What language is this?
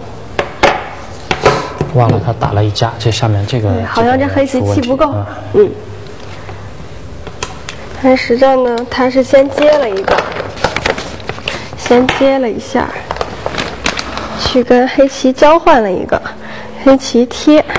Chinese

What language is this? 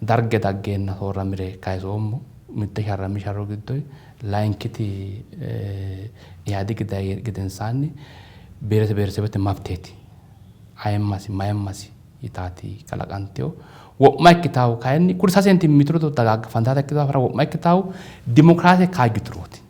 Sidamo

